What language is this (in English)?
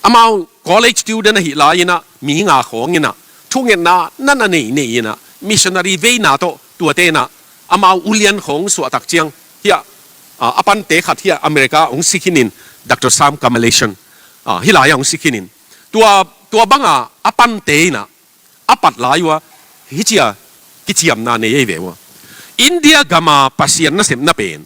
Tedim Chin